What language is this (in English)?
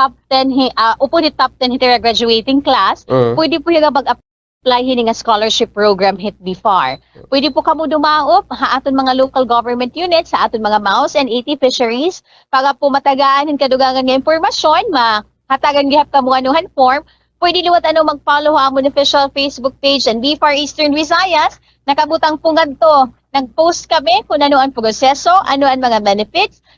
Waray